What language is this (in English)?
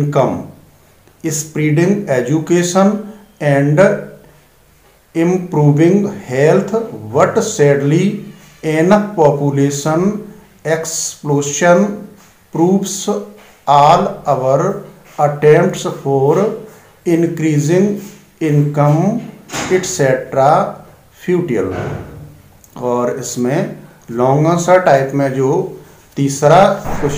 Hindi